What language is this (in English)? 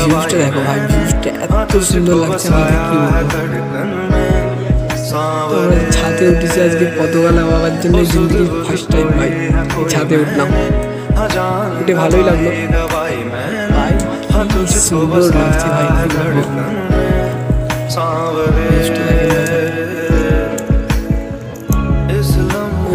Bangla